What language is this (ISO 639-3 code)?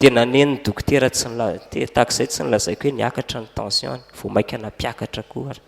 mlg